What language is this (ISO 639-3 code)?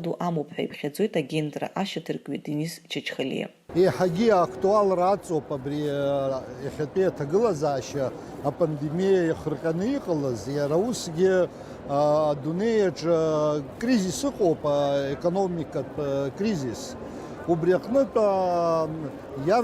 abk